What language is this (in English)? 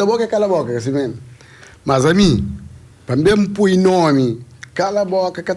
Kabuverdianu